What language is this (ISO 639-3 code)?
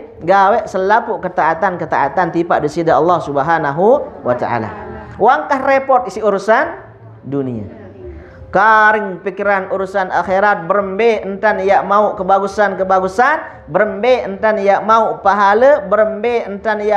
sas